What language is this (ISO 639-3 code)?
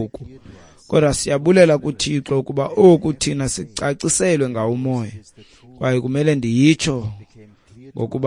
xho